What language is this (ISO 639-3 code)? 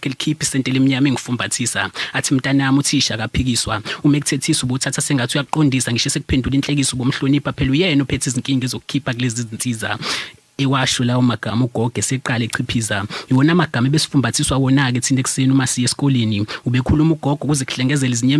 zul